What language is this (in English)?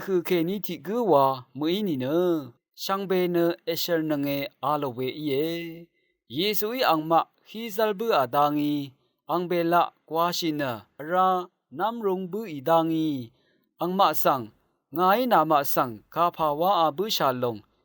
Rawang